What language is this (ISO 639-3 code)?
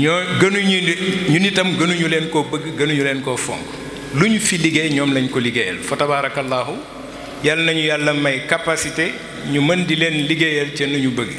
wol